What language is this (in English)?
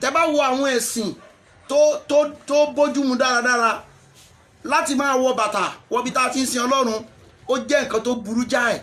Yoruba